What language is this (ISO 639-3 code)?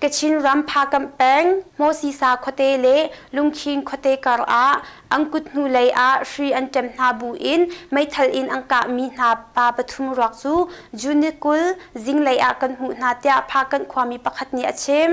cnh